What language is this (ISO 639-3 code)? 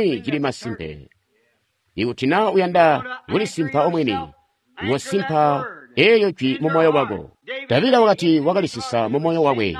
toi